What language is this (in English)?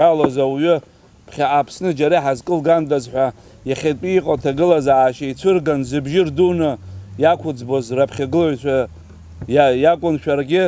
Abkhazian